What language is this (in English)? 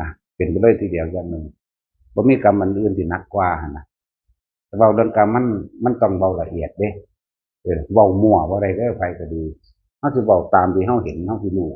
Northeastern Thai